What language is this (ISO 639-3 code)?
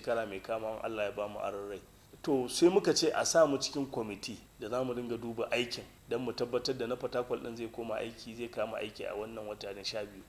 hau